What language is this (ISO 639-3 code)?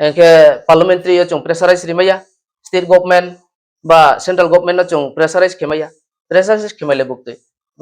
ria